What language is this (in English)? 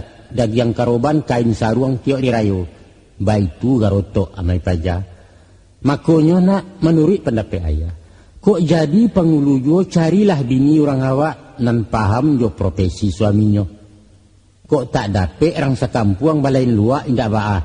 Minangkabau